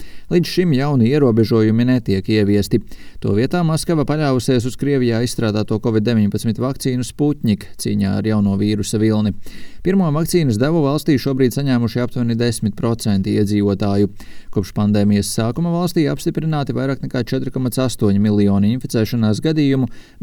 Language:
Latvian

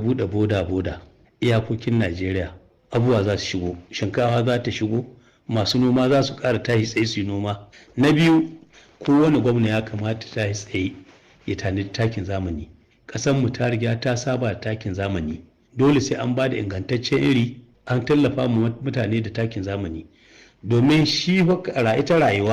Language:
Hausa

